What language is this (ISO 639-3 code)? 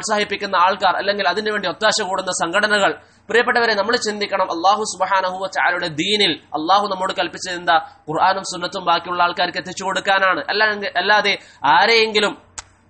mal